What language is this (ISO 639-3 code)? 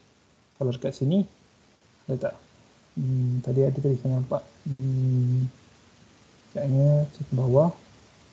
msa